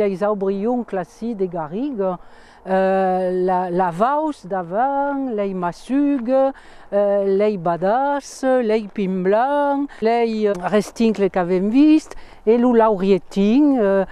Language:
Occitan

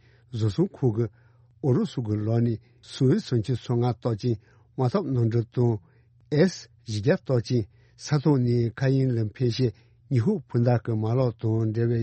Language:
Tibetan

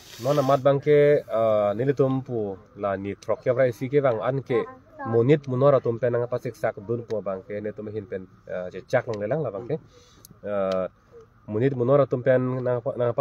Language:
Karbi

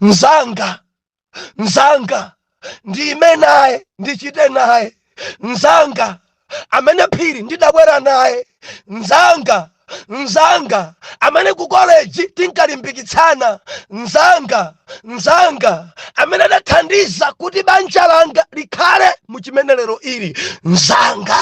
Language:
Nyanja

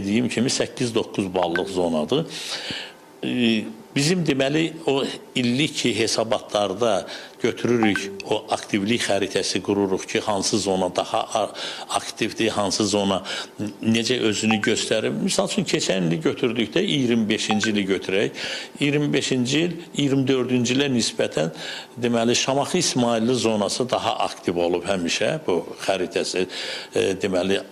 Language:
Azerbaijani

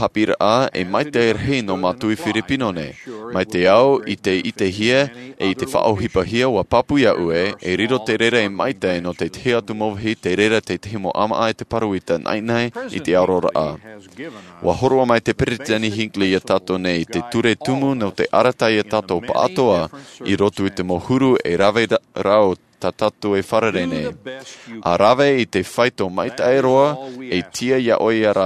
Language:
Tahitian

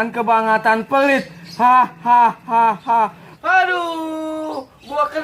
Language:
Betawi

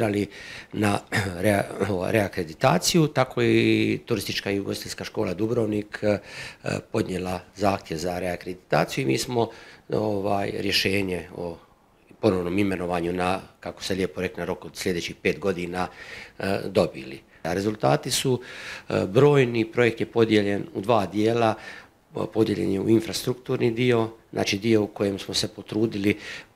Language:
Croatian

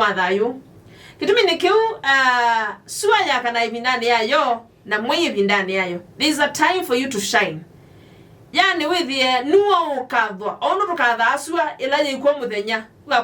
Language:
Kamba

